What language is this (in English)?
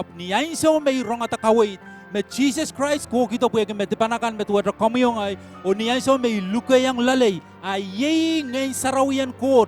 Pohnpeian